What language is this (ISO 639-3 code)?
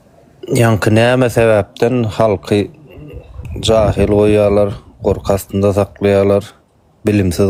tuk